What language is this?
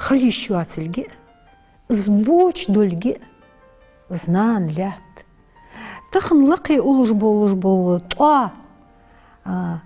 Ingush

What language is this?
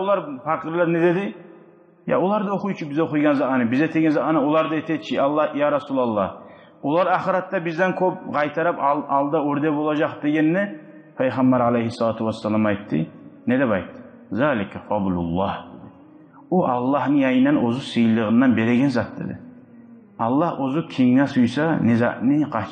Kumyk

